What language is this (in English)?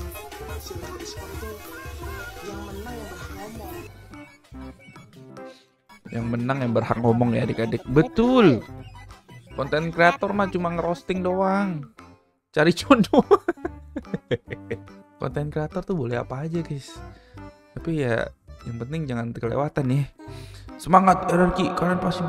Indonesian